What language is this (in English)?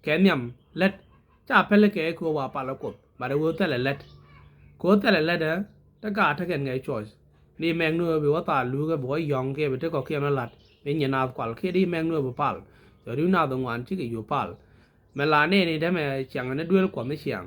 Nuer